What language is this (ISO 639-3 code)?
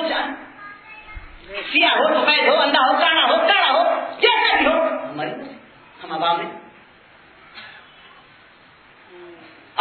urd